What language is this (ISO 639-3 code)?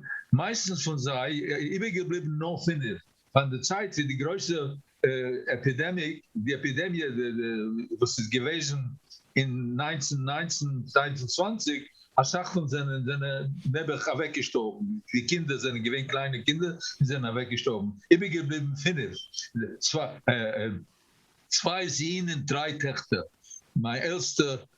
yid